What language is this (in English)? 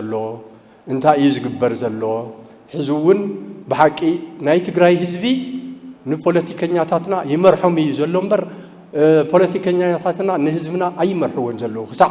Tigrinya